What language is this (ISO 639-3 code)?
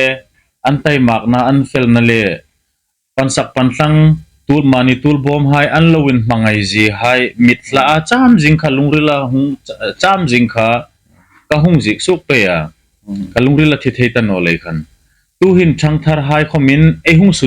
hmr